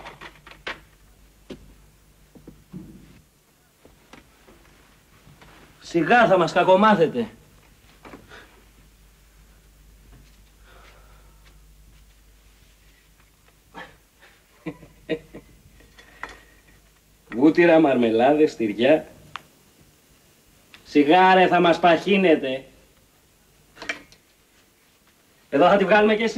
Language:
Greek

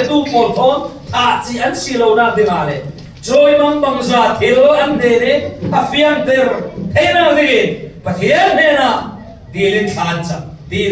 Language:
Falam Chin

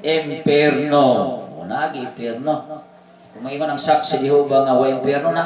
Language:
Cebuano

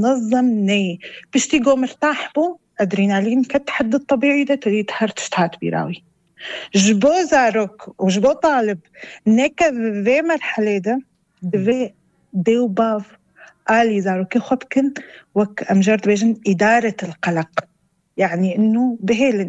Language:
North Levantine Arabic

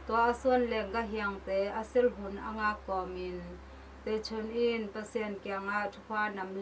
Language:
Tedim Chin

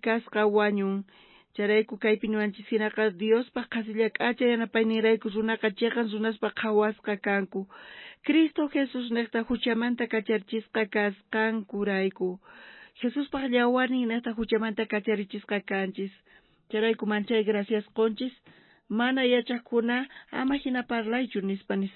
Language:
South Bolivian Quechua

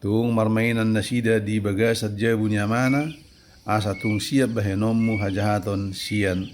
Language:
Batak Toba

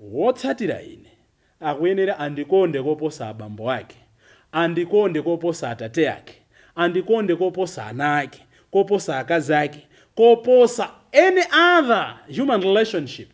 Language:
Nyanja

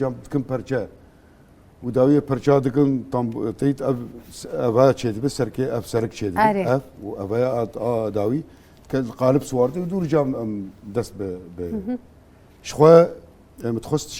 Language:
Kurdish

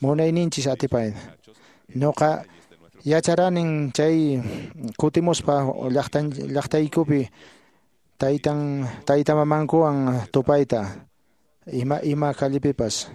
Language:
Quechua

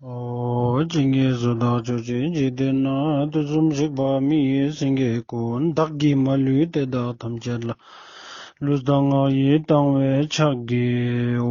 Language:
Ladakhi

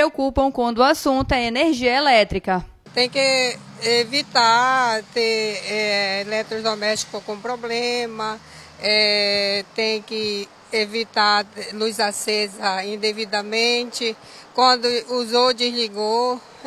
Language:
Portuguese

